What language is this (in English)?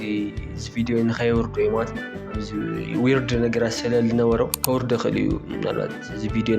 Tigrinya